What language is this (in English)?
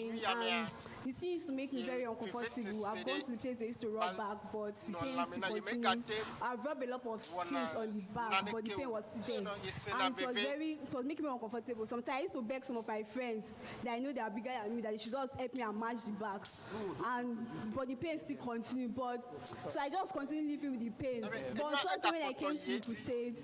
Ewe